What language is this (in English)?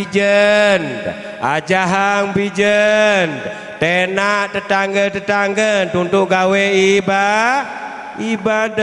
Sasak